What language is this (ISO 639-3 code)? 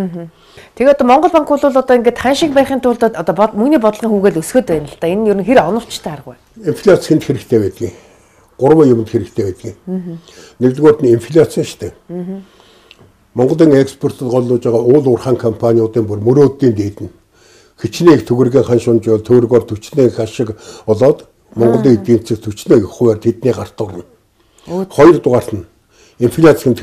mon